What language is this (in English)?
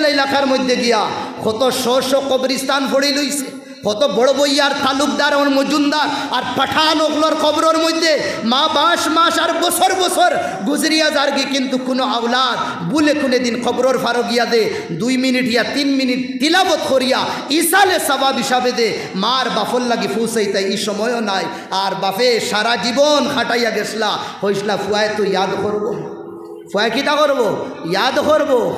Sylheti